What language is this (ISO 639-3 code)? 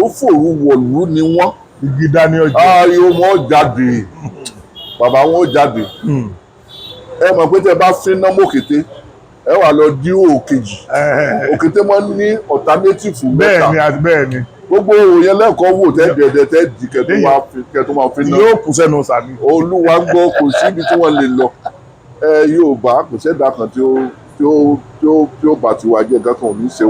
yor